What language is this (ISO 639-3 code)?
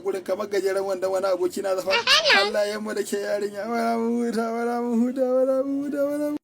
hau